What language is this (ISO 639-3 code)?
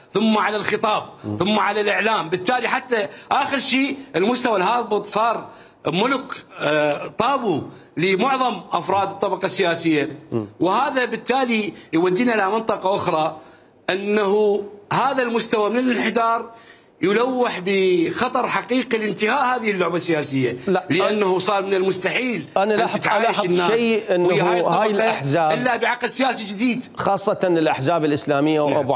acm